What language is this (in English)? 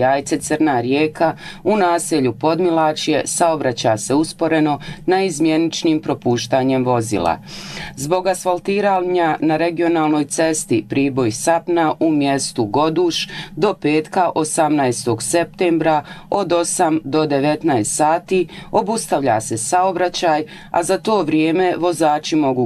Bosnian